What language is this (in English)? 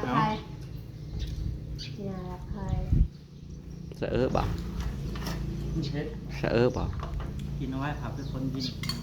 Northeastern Thai